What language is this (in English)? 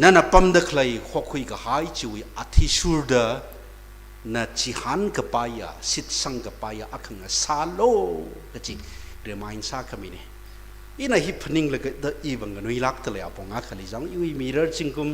Tangkhul Naga (India)